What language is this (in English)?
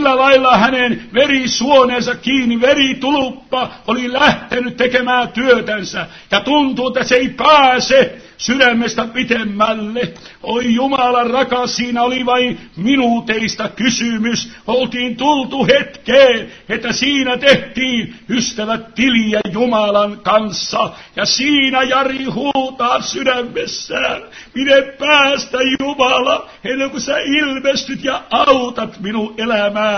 Finnish